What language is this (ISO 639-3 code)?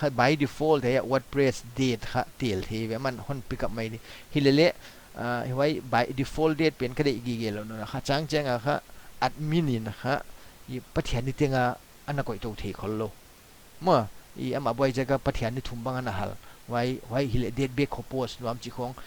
pck